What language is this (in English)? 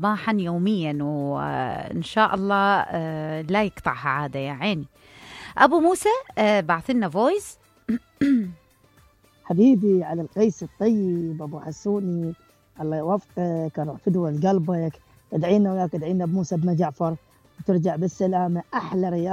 Mesopotamian Arabic